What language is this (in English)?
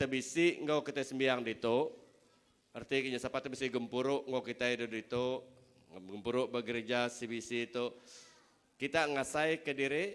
Iban